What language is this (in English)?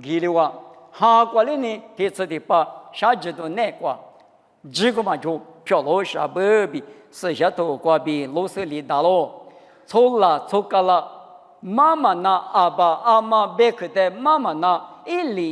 Lisu